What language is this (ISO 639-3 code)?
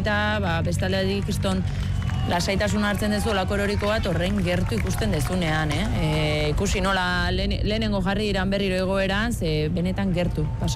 eus